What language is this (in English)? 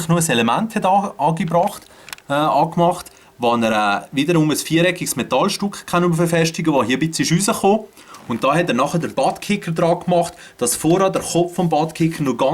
Swiss German